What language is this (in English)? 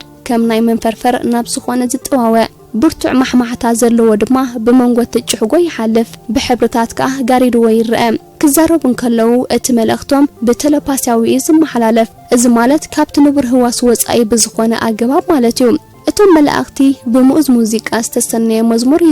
Tigrinya